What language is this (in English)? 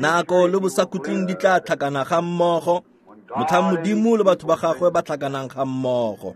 Tswana